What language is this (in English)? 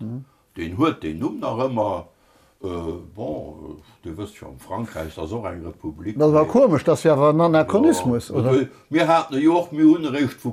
Luxembourgish